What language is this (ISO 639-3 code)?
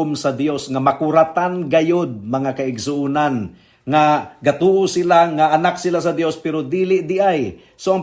ceb